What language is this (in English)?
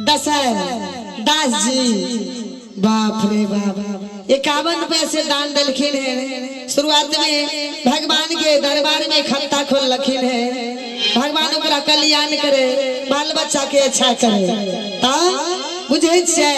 Maithili